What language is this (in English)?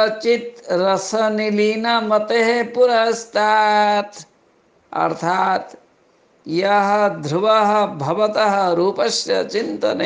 Sanskrit